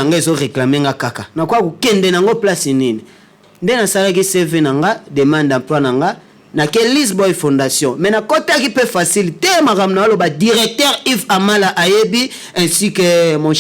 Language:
Lingala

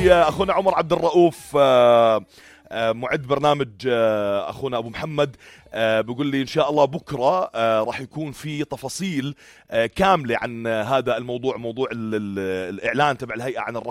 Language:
North Levantine Arabic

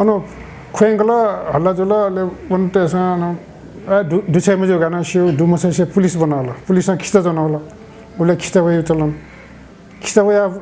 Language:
Newari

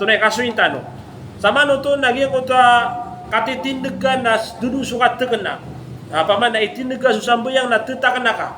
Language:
Maranao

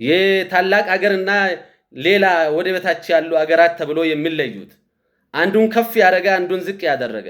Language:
Amharic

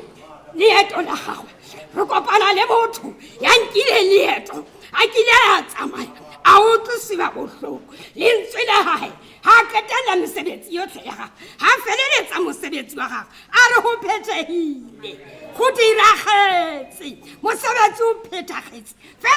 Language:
Tswana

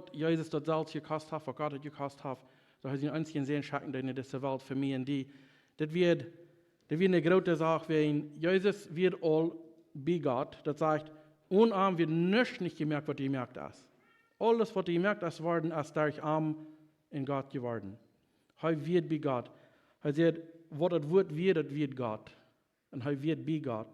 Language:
Plautdietsch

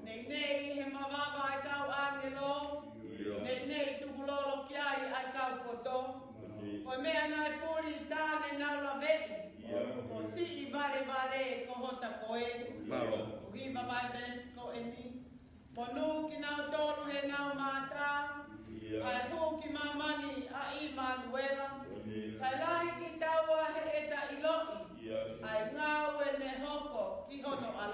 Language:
Tongan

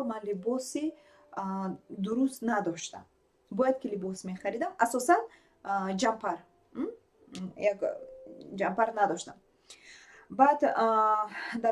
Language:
Tajik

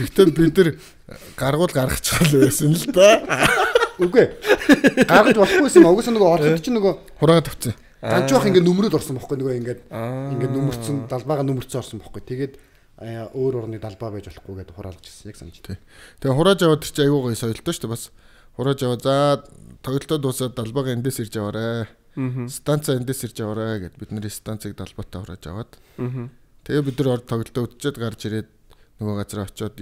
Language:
Mongolian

